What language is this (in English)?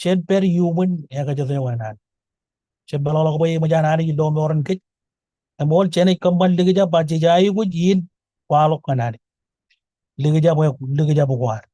Marshallese